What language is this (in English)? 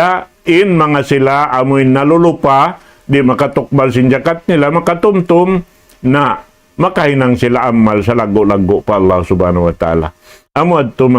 Tausug